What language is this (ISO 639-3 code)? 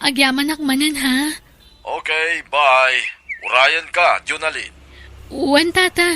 ilo